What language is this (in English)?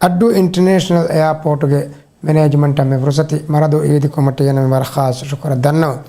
Divehi